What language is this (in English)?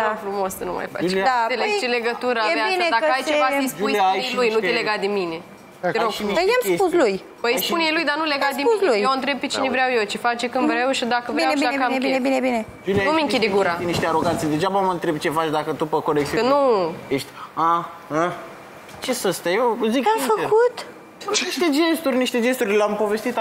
Romanian